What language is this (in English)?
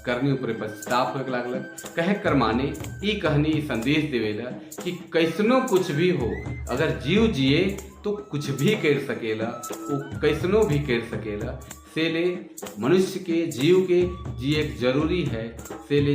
Sadri